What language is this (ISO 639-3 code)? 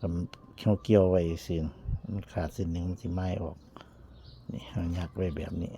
tts